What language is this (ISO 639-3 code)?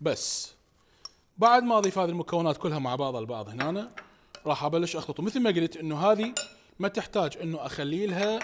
acm